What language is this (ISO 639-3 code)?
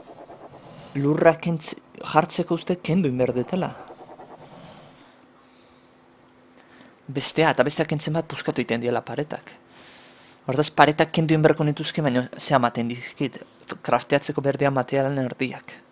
eus